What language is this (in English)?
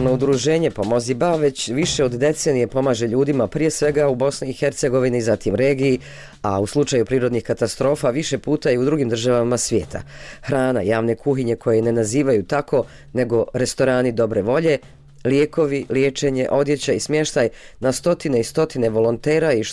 Bosnian